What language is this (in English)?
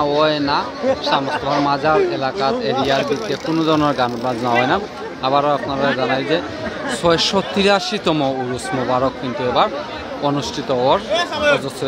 Sylheti